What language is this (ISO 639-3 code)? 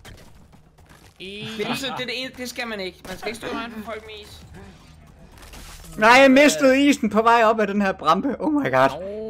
dan